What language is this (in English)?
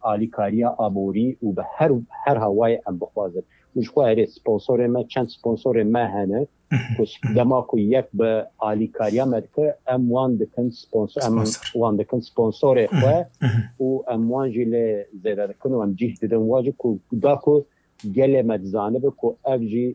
Kurdish